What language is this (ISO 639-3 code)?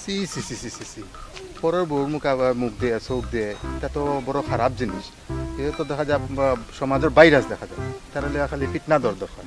syl